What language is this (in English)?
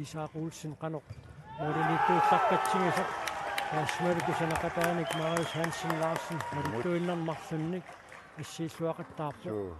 Kalaallisut